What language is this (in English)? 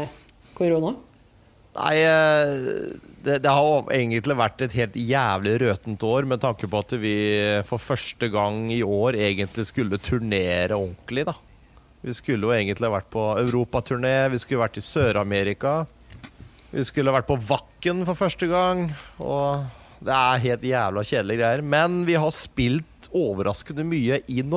Norwegian